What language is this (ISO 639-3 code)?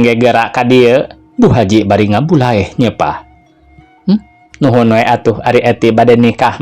sun